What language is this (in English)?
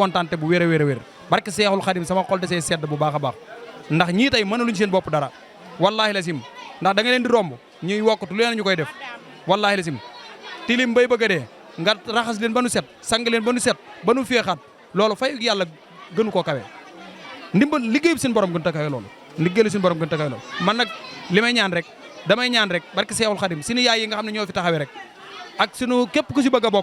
Wolof